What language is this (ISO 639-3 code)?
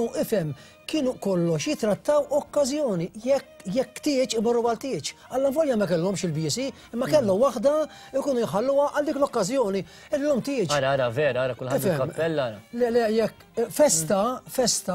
mlt